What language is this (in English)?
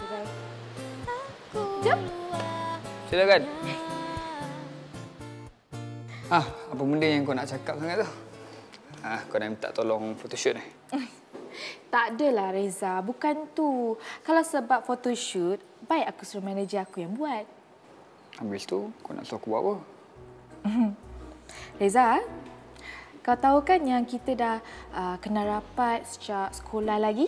Malay